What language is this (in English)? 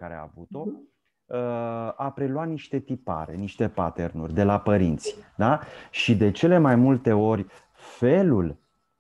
Romanian